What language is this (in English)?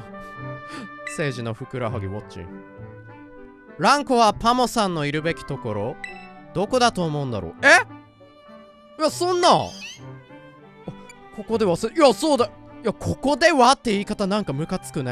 Japanese